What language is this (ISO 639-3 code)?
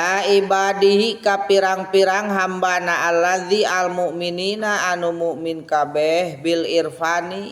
sun